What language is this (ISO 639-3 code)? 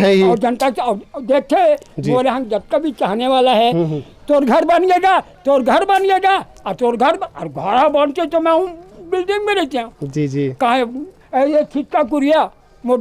hne